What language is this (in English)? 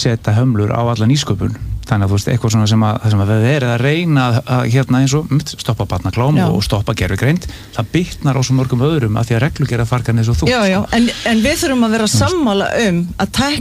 Icelandic